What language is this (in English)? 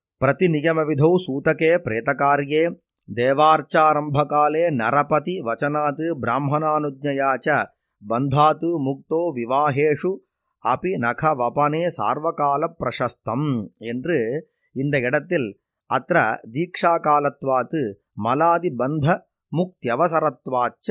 Tamil